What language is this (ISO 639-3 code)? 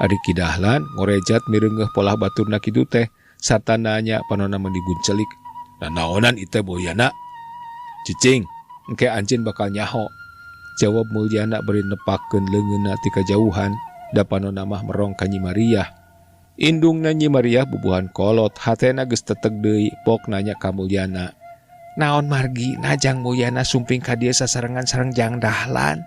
sun